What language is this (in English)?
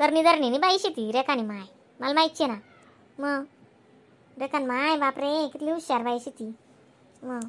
Khandesi